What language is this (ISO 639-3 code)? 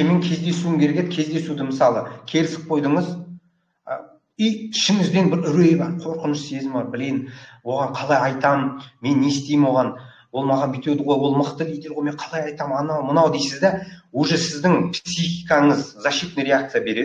kaz